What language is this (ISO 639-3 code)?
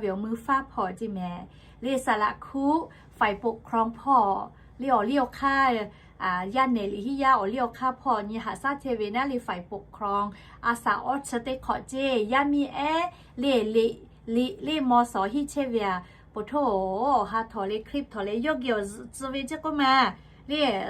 lhu